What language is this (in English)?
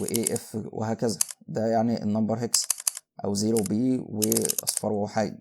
Egyptian Arabic